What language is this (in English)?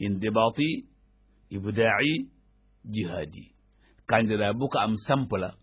Wolof